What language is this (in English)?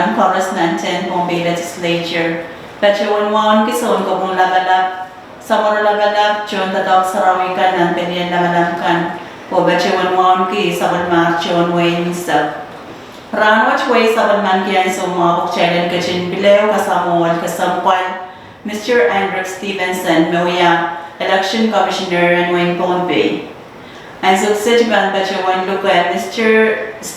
Pohnpeian